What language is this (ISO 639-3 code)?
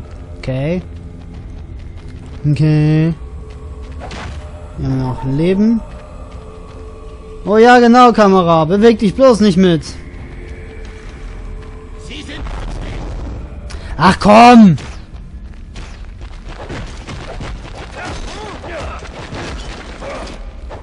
deu